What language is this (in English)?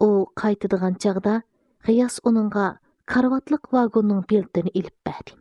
Uyghur